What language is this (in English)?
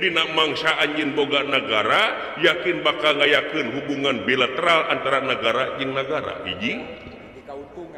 Sundanese